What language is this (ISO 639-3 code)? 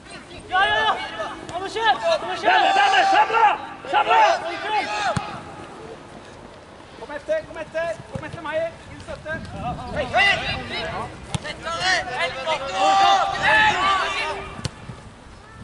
nor